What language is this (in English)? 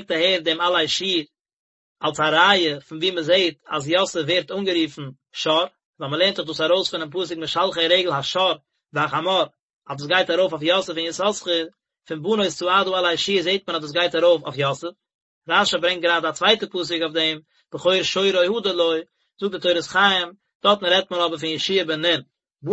Yiddish